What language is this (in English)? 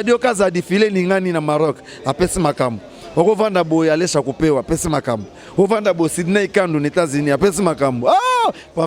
Lingala